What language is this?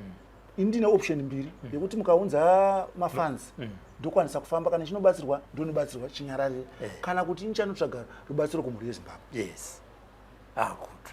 Shona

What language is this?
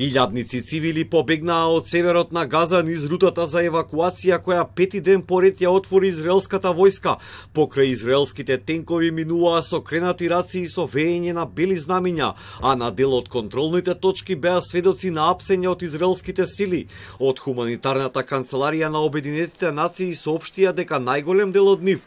Macedonian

